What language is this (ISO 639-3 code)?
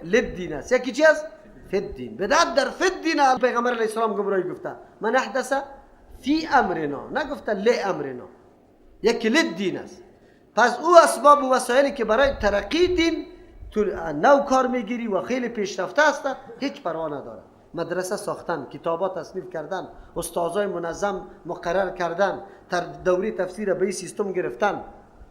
fas